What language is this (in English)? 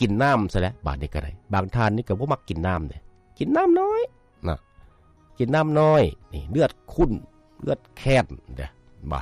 Lao